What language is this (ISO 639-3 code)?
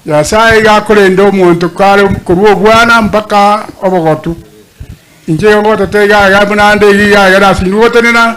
guz